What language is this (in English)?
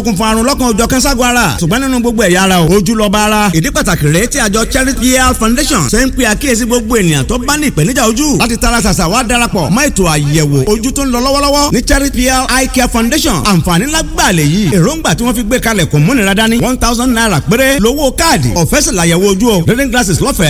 Yoruba